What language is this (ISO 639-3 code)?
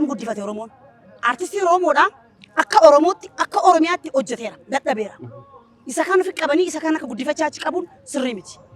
orm